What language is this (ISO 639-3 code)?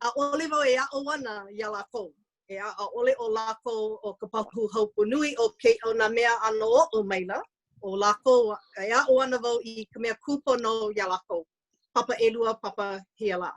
haw